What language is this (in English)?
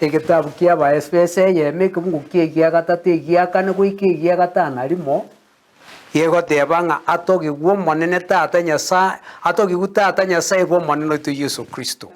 Gusii